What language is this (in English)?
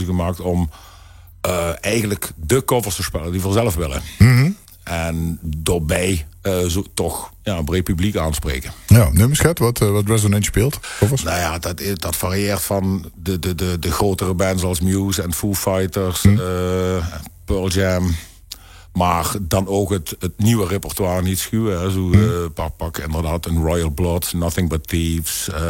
Limburgish